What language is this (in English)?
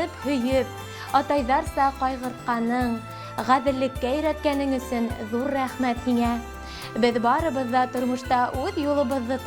Bashkir